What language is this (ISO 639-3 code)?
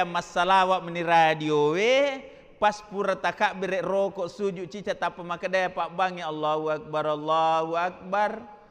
bug